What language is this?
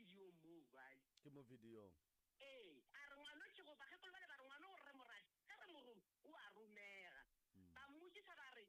Northern Sotho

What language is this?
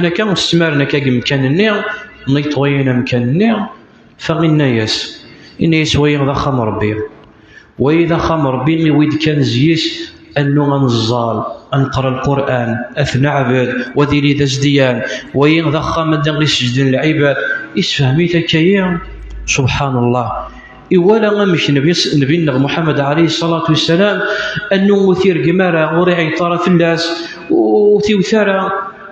Kabyle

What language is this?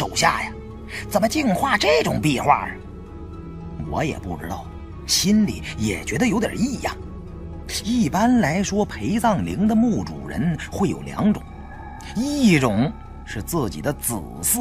Chinese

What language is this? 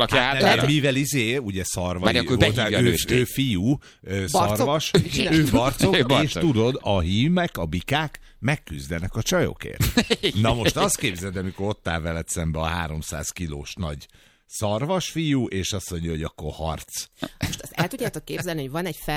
Hungarian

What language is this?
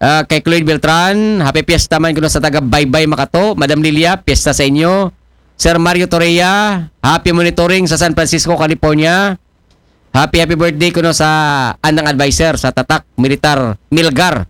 Aklanon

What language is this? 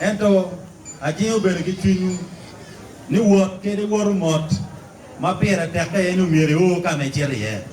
Acoli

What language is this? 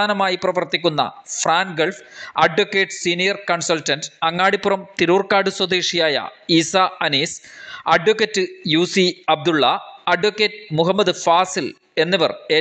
Malayalam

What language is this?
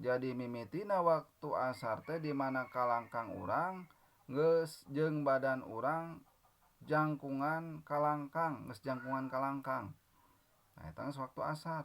Sundanese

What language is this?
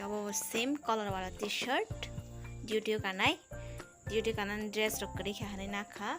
Kok Borok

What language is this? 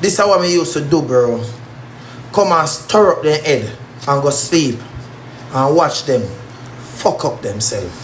Jamaican Creole English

